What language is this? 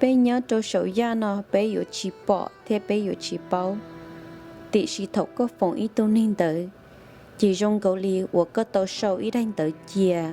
Hmong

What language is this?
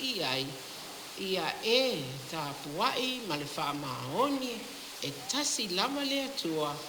Samoan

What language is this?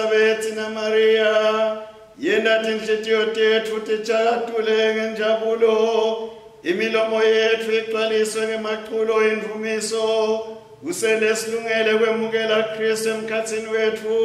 Swati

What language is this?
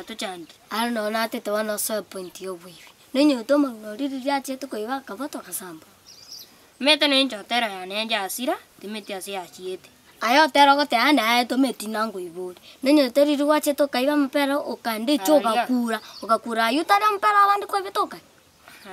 Gusii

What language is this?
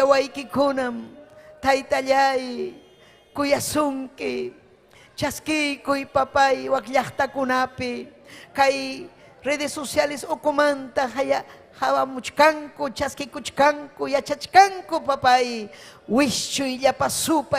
Ayacucho Quechua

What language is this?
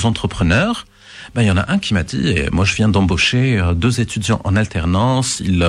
French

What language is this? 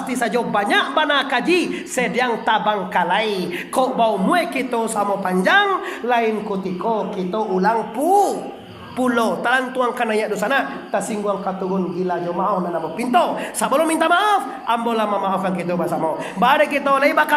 Minangkabau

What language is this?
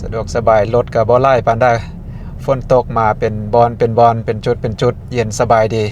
Lao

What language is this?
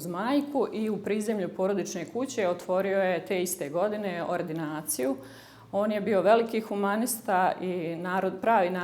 Bosnian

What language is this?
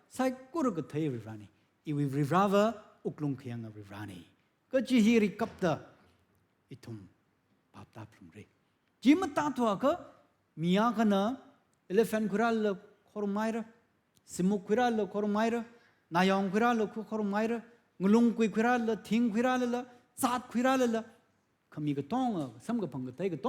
Tangkhul Naga (India)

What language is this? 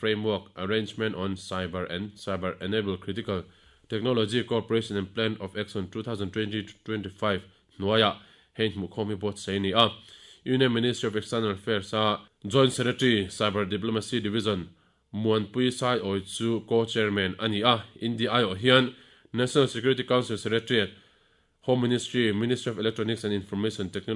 Mizo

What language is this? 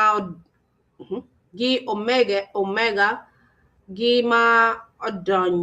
Acoli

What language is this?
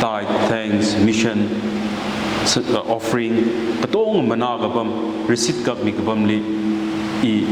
Tangkhul Naga (India)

